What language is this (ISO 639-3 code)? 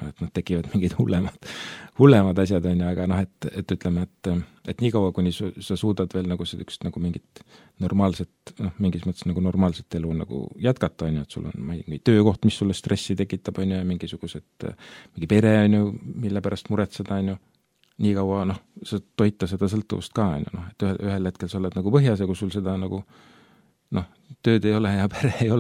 est